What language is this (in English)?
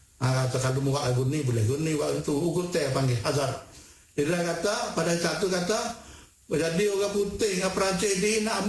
Malay